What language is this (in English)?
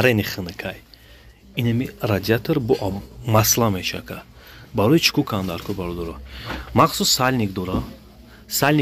Tajik